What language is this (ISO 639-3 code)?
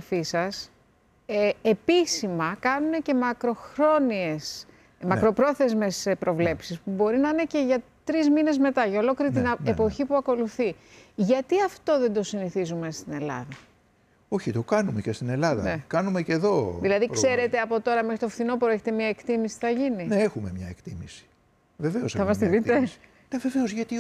ell